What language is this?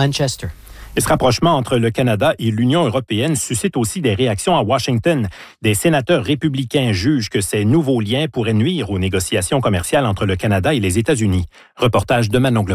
French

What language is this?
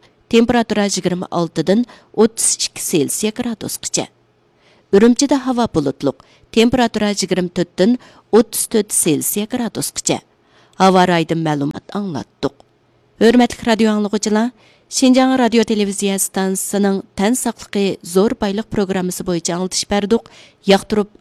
Uyghur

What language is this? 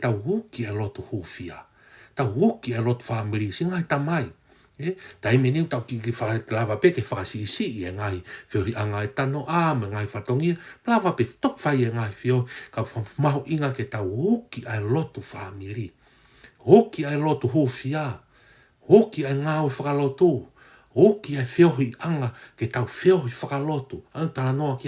Tongan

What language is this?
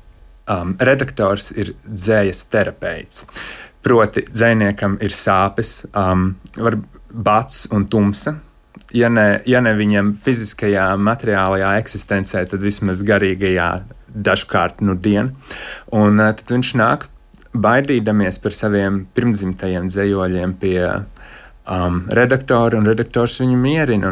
Latvian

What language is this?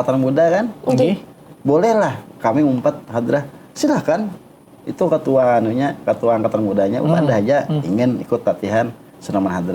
Banjar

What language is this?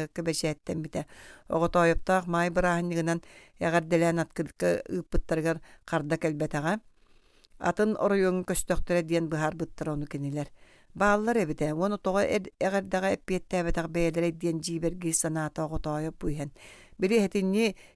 Yakut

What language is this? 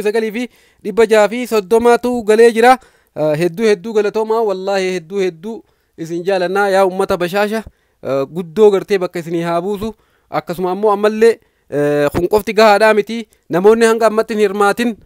Oromo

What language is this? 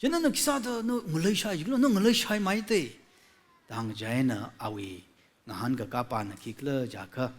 Tangkhul Naga (India)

